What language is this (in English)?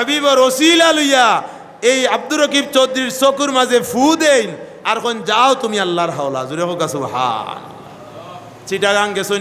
Sylheti